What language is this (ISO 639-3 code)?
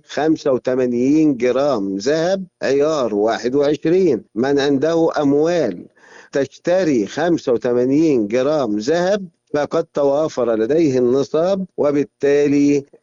ara